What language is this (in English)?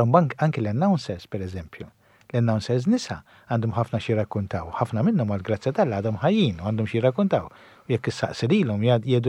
Maltese